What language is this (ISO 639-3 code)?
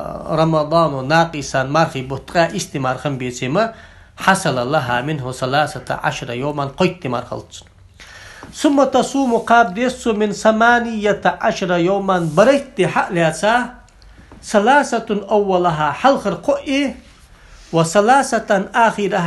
inh